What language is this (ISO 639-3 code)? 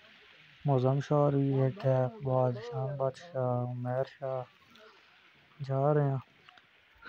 hin